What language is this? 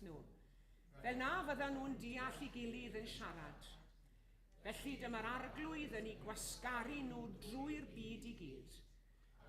Welsh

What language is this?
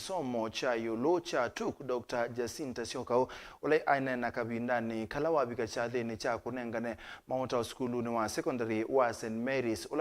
Kamba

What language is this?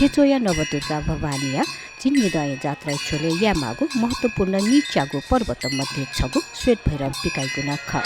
Newari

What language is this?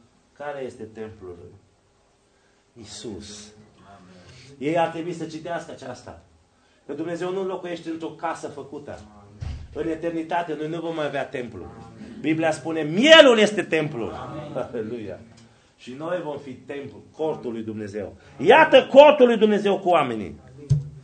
Romanian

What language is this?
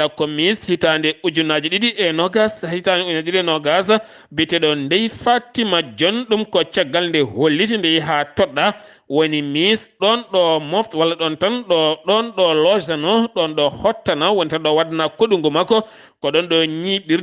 Fula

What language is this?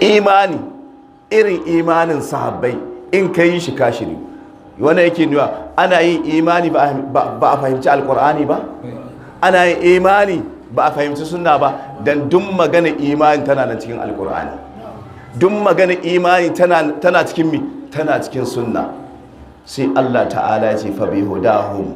Hausa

